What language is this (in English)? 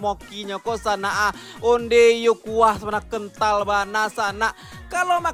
Minangkabau